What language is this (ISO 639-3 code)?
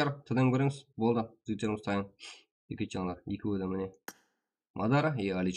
kaa